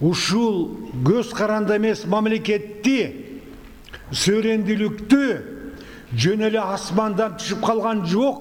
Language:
Kyrgyz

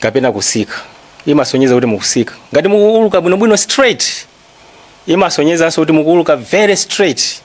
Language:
Nyanja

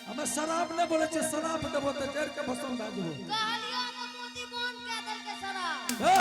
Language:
Angika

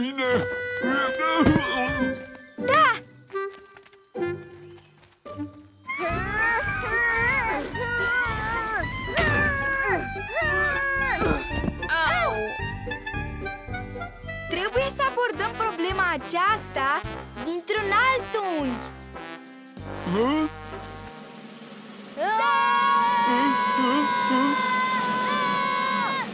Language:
Romanian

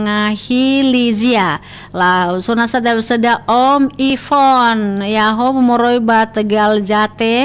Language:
Nias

